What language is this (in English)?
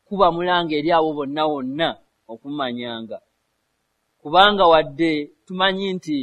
Ganda